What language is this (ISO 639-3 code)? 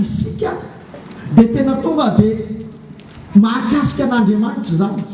mlg